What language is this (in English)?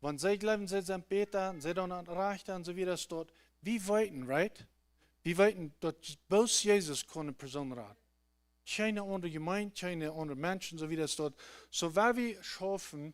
Plautdietsch